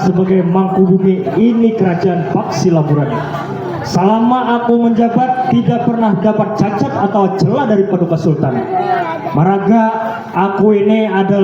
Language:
Banjar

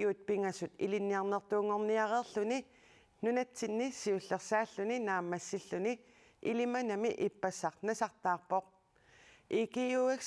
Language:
Kalaallisut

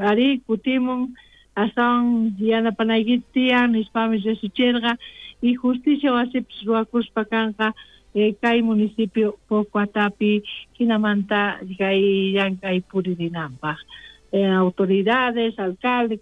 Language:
South Bolivian Quechua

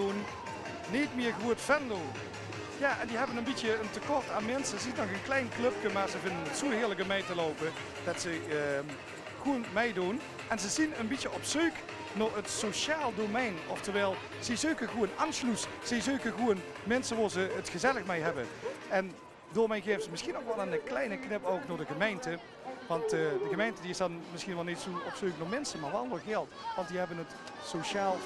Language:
Limburgish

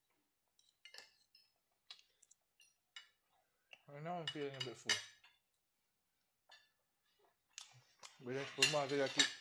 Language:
Malay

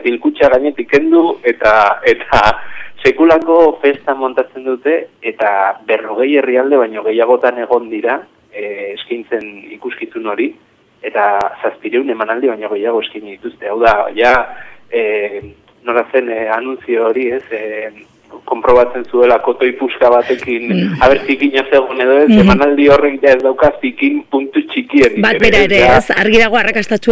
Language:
Basque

